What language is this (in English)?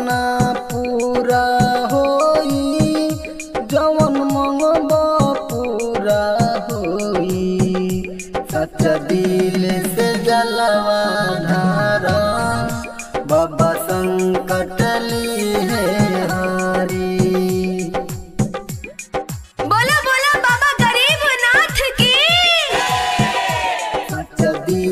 Bhojpuri